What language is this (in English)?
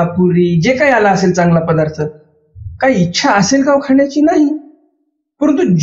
Marathi